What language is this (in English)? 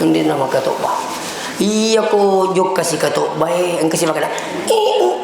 Buginese